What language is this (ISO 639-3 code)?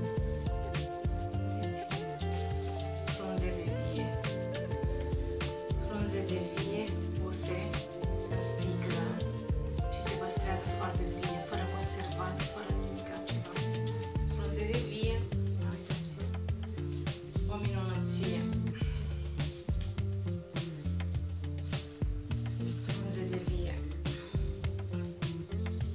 ron